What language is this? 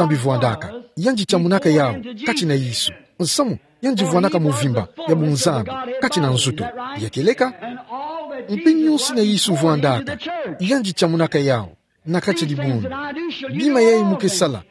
Kituba (Democratic Republic of Congo)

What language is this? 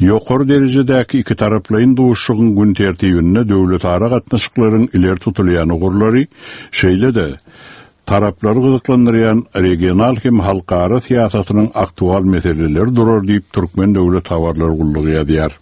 Turkmen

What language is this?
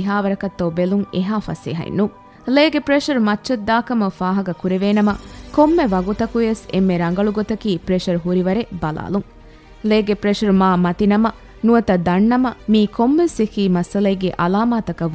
Divehi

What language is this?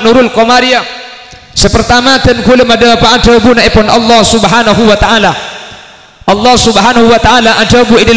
Madurese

